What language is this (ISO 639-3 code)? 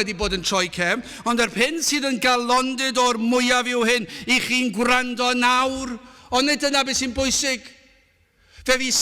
cym